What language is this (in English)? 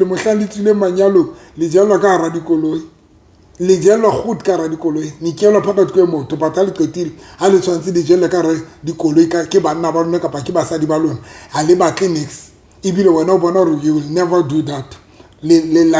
Southern Sotho